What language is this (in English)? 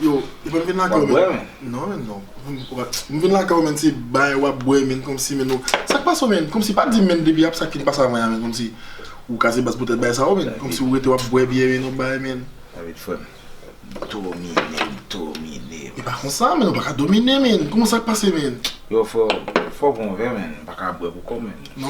Haitian Creole